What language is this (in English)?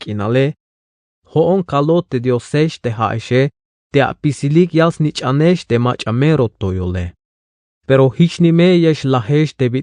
Tzeltal